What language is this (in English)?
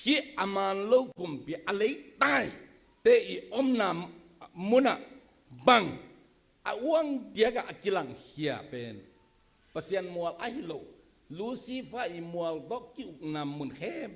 Tedim Chin